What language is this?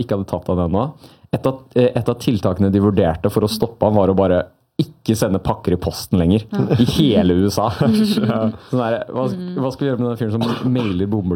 Norwegian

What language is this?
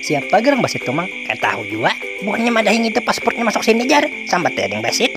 Banjar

